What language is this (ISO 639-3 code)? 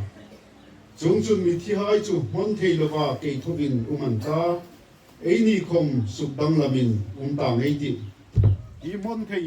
hmr